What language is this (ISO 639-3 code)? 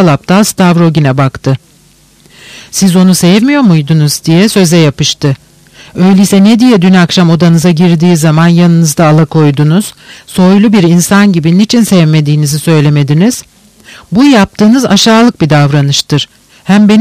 tur